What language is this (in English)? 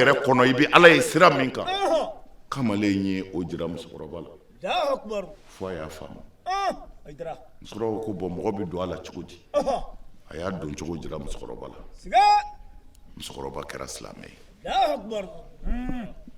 Bambara